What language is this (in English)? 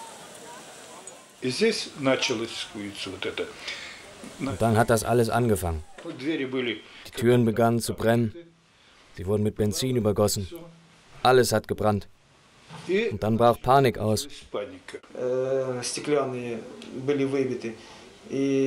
German